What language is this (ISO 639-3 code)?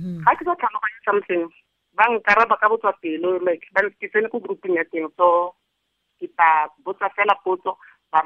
tsn